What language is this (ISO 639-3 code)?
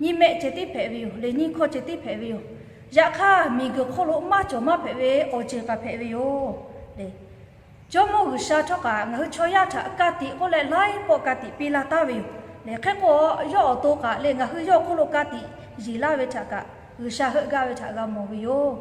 lhu